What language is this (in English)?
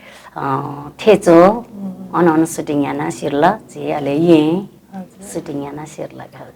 Newari